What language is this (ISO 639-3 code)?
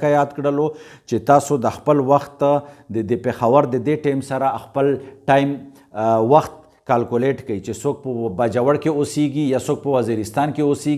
pus